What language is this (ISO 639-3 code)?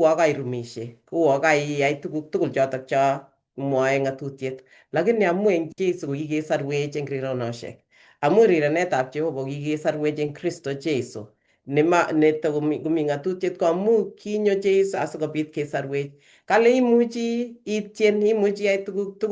kln